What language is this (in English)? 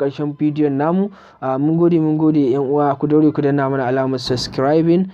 Hausa